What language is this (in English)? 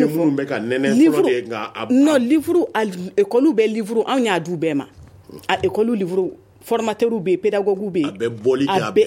Bambara